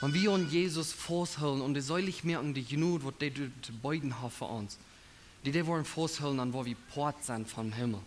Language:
Plautdietsch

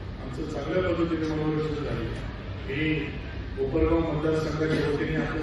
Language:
Marathi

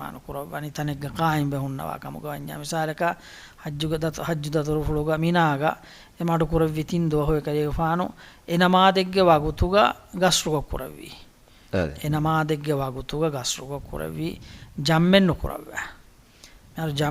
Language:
Divehi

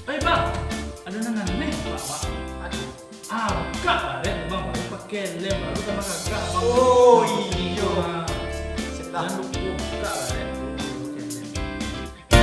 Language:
Minangkabau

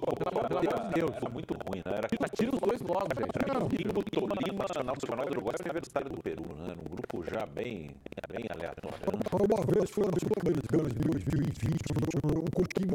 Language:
Portuguese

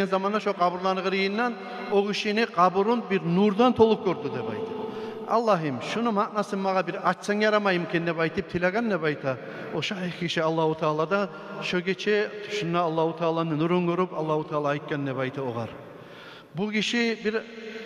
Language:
Kumyk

